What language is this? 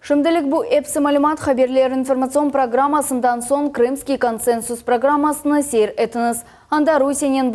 Crimean Tatar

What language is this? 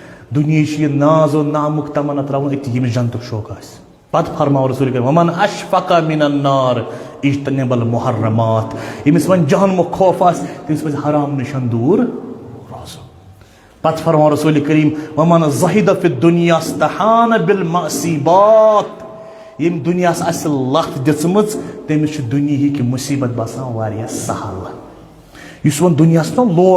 Kashmiri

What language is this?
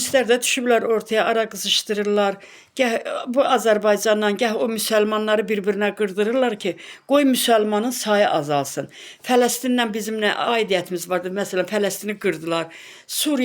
Azerbaijani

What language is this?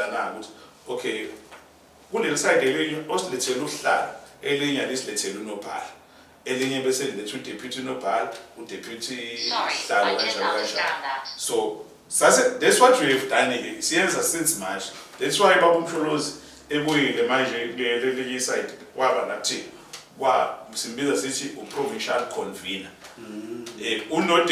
Zulu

